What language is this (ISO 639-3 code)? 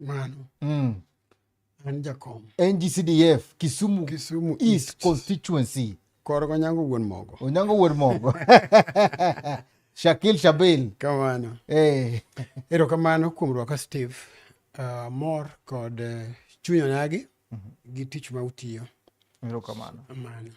luo